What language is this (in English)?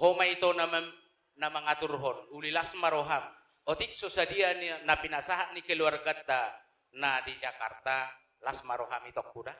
Batak Toba